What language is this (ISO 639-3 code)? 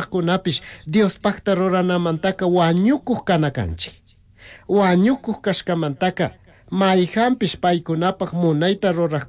qug